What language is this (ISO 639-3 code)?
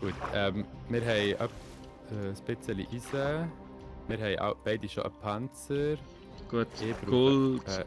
gsw